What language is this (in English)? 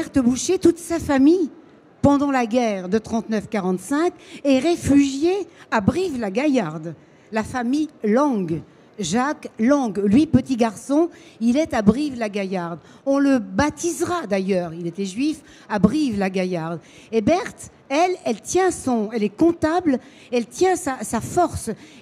French